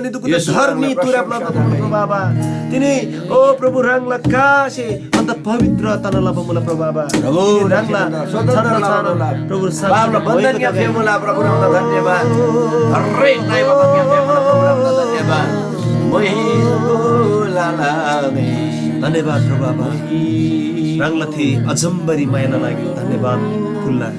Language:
Eastern Tamang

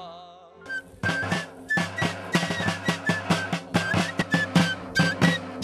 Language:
Czech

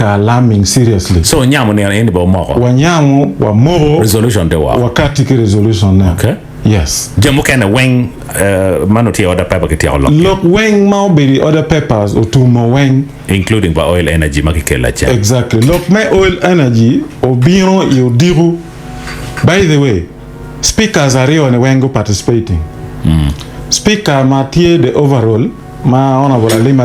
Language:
Acoli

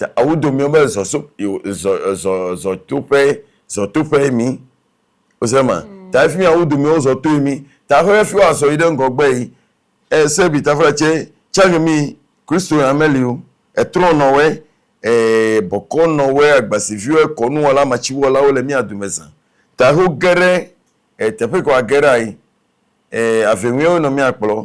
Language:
Ewe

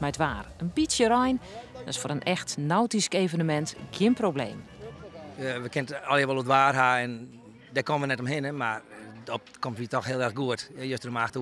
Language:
Western Frisian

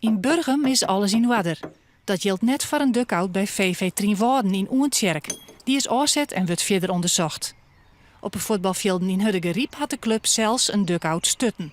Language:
Western Frisian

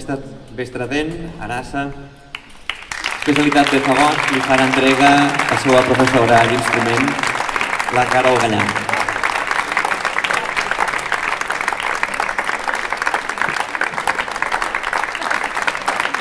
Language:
Catalan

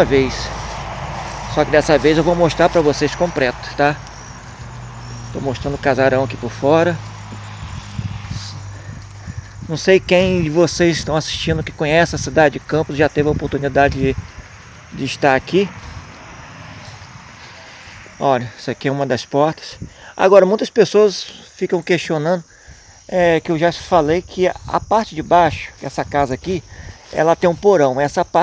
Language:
Portuguese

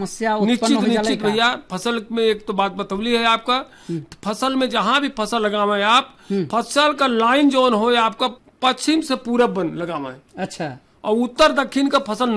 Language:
Bhojpuri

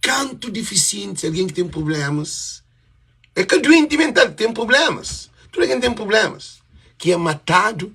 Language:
Kabuverdianu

